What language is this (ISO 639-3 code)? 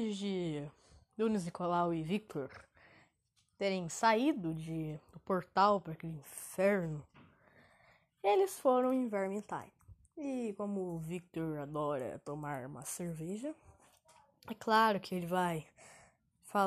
por